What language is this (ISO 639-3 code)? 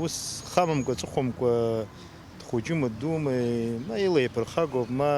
abk